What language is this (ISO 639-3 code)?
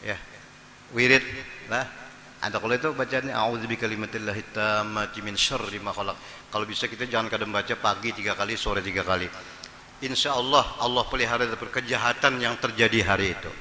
bjn